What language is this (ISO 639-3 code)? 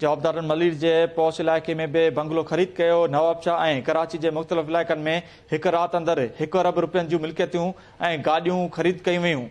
snd